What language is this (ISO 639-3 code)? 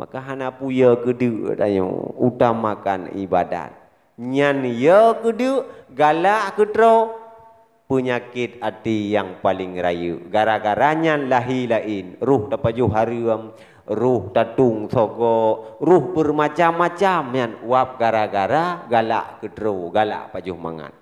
ace